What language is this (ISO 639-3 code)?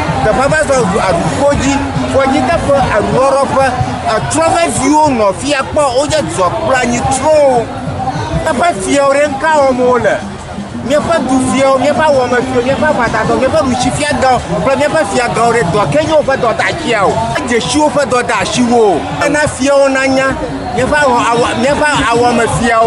ewe